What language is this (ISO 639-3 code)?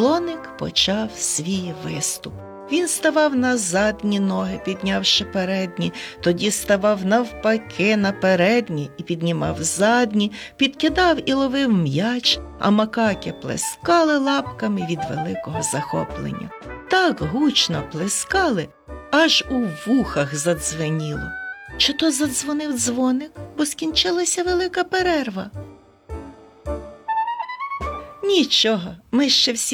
ukr